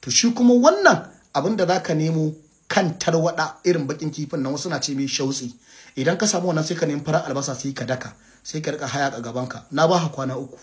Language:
Hausa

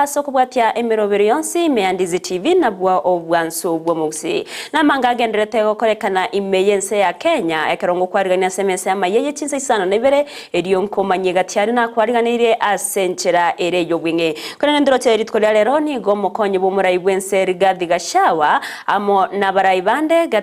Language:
Gusii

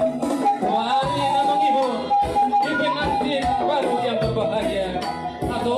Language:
Batak Toba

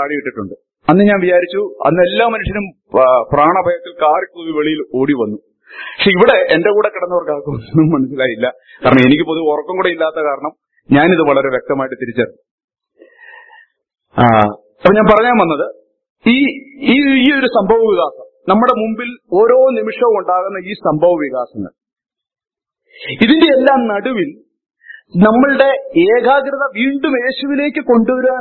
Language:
Malayalam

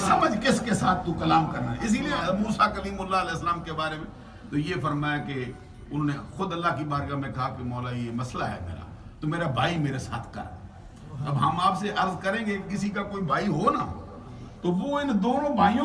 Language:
Urdu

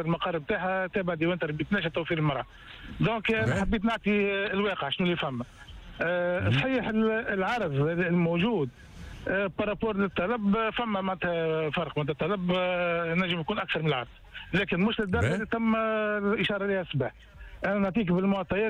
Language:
Tunisian Arabic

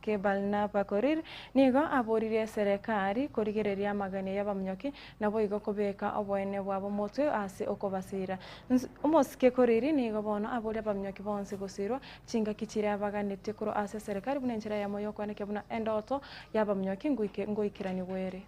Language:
Gusii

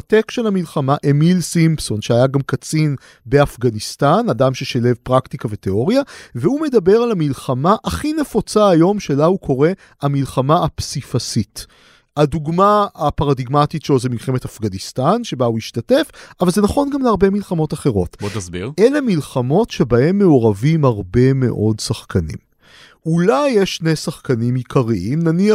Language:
Hebrew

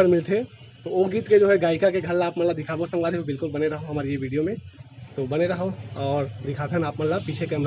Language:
Chhattisgarhi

